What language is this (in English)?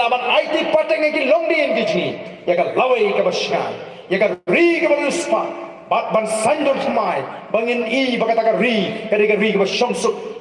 Khasi